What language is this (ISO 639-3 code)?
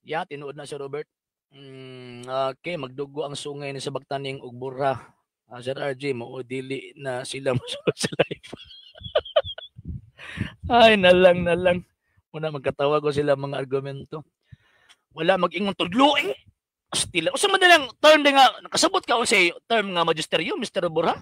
ceb